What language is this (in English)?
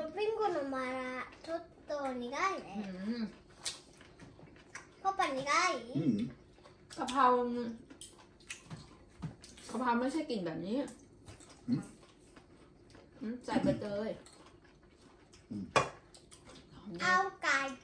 Thai